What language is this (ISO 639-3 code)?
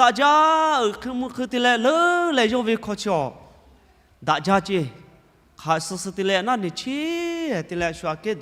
lhu